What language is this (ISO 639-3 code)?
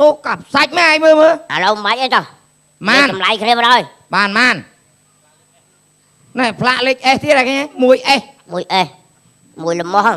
khm